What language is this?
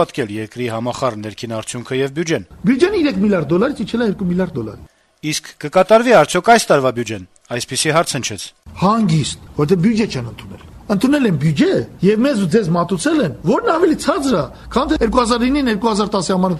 Armenian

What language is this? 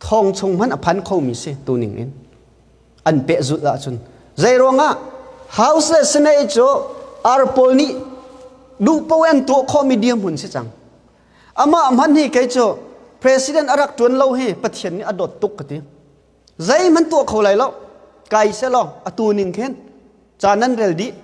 Hakha Chin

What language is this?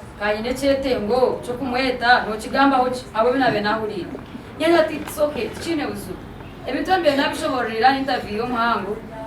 Nyankole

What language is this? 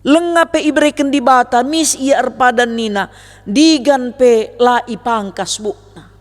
Batak Karo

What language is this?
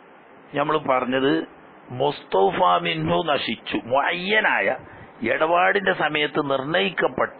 Malayalam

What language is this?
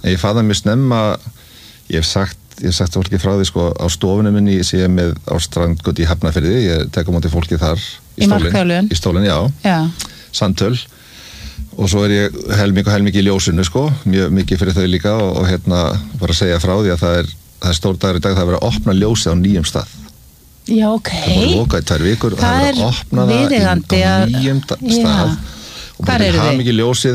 Icelandic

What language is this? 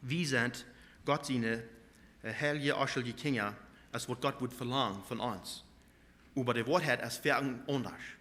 Plautdietsch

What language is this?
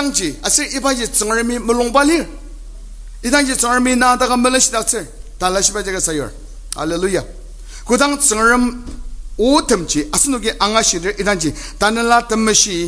Ao Naga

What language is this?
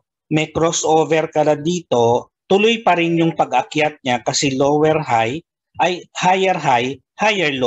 Filipino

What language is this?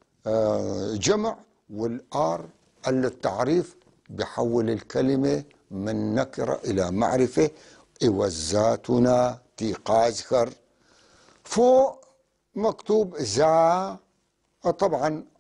North Levantine Arabic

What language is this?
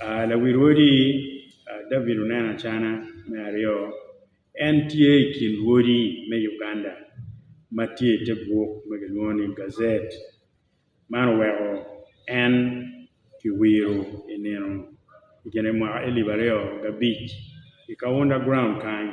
Acoli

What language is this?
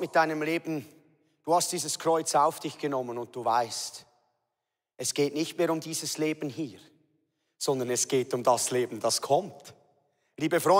Swiss German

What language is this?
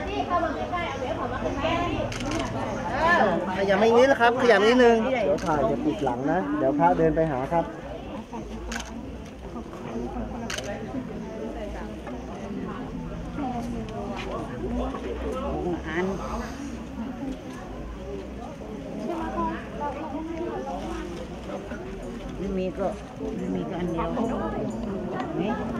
Thai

